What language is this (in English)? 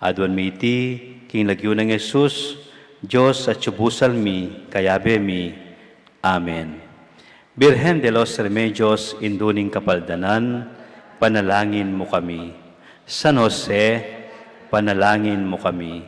Pampanga